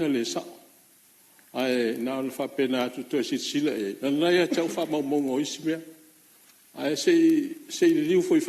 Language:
Samoan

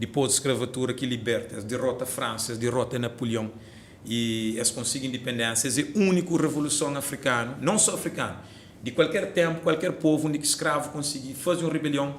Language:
Kabuverdianu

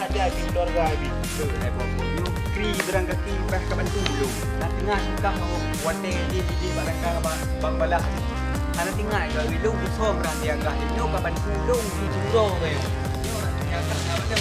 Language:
Achinese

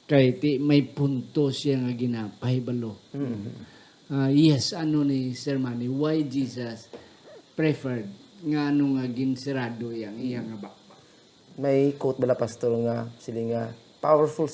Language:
Hiligaynon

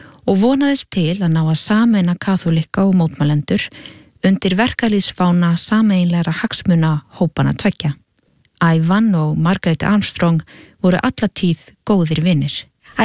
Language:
Icelandic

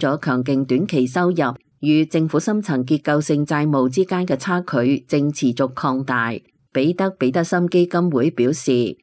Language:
Cantonese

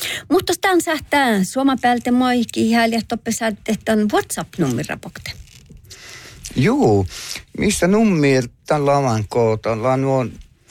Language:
Northern Sami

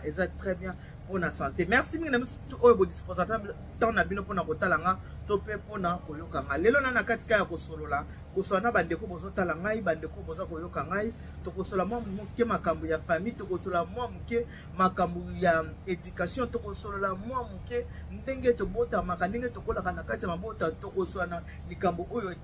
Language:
Lingala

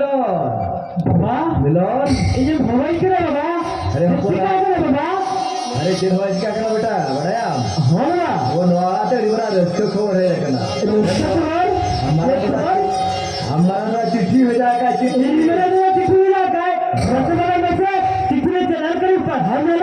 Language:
Santali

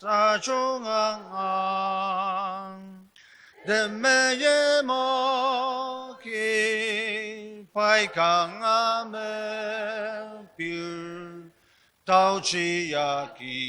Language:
Ao Naga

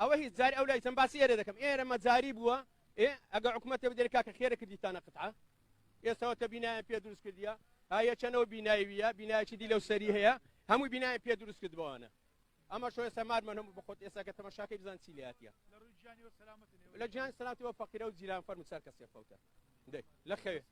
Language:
Central Kurdish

